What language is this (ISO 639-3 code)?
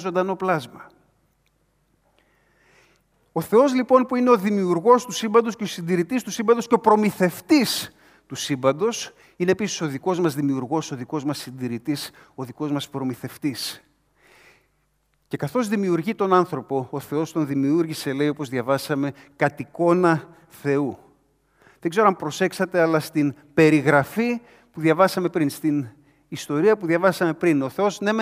ell